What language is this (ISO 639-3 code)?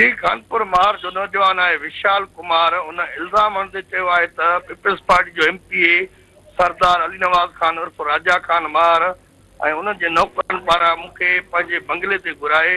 snd